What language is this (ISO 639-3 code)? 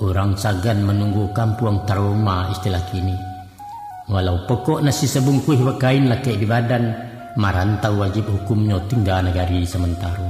min